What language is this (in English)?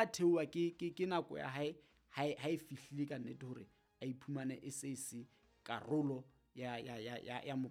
Southern Sotho